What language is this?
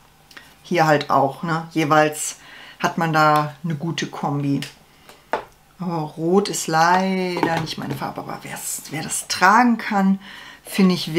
German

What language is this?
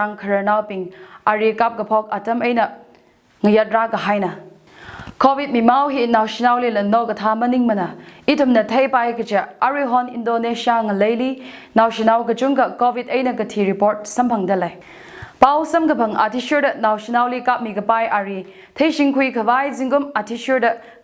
Tangkhul Naga (India)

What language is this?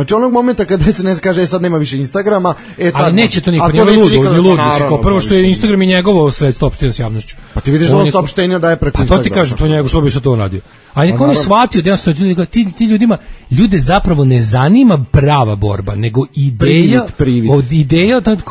Serbian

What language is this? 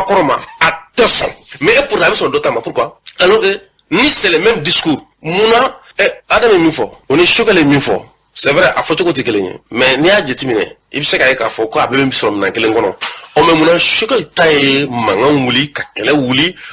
Bambara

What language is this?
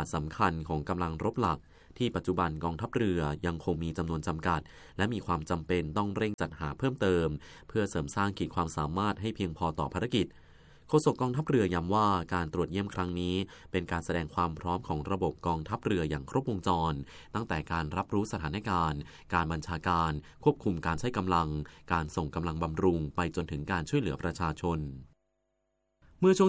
Thai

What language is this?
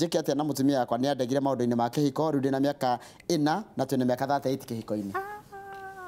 Kikuyu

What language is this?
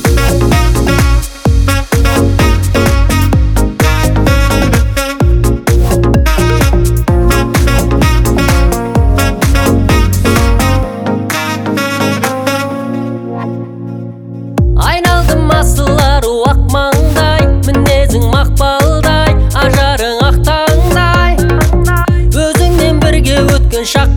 Kazakh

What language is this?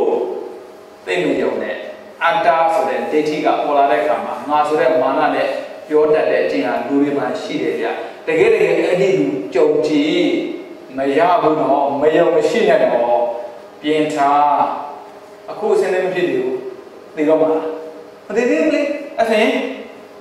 Burmese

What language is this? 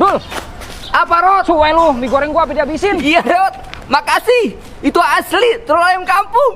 Betawi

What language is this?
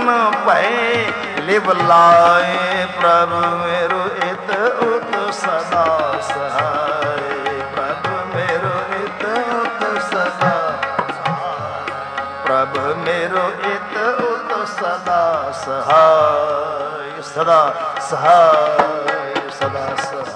Punjabi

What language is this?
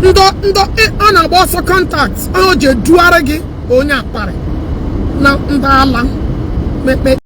Igbo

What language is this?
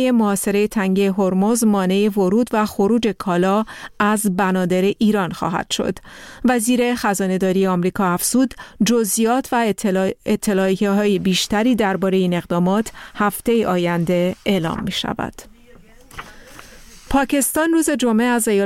Persian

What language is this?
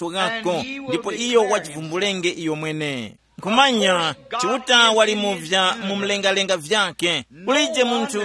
Tumbuka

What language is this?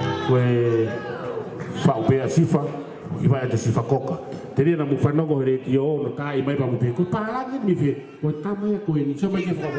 Tongan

